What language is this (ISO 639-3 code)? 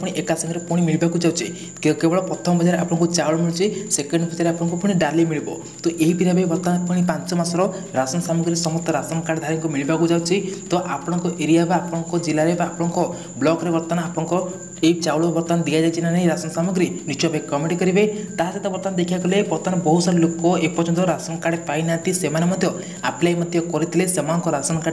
ori